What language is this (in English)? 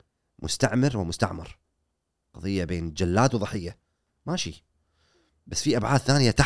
Gulf Arabic